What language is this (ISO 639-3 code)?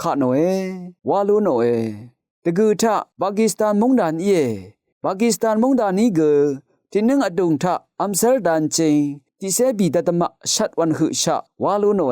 raw